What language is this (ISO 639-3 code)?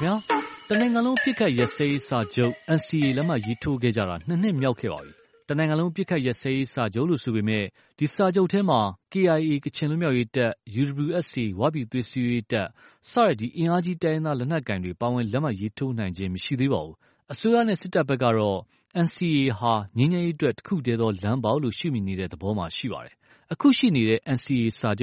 mya